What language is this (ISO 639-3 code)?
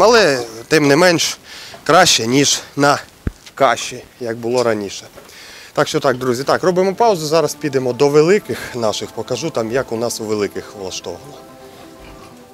ukr